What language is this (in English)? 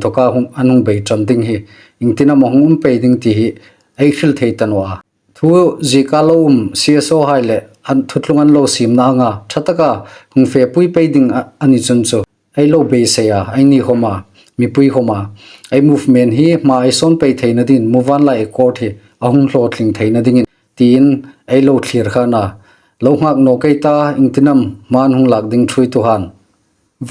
Hmar